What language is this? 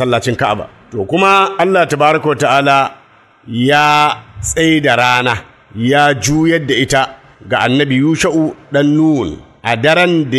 Hausa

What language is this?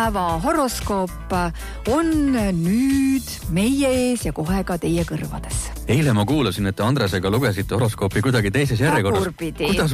Estonian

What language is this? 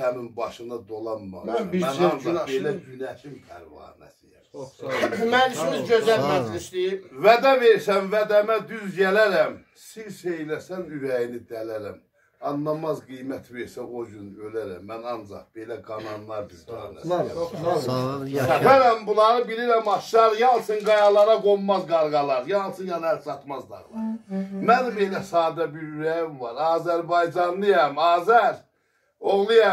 South Azerbaijani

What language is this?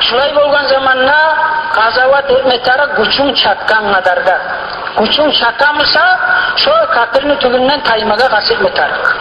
Kumyk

